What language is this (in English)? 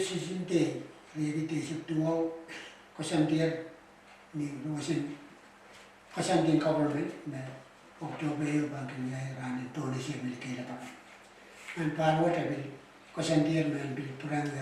Pohnpeian